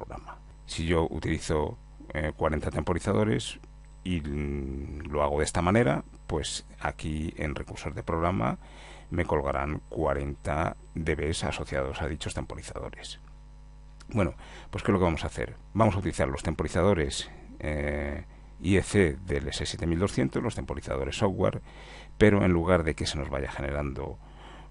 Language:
Spanish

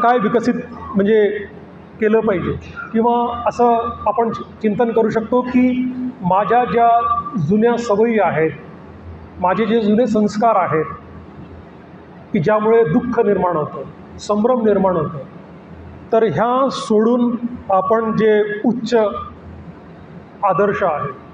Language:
Marathi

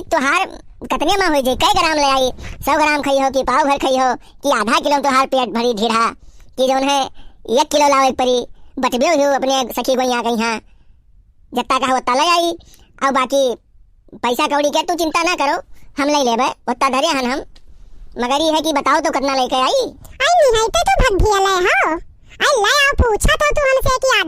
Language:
Awadhi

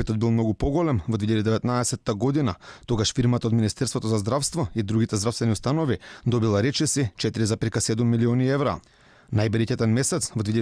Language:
Macedonian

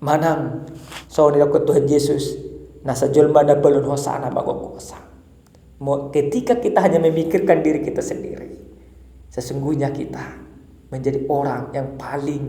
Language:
Batak Toba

